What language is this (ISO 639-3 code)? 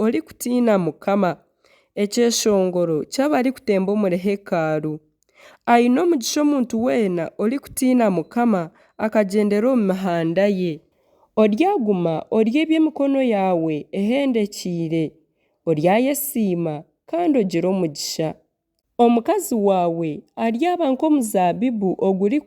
nyn